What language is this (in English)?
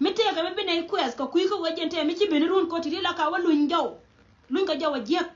Nuer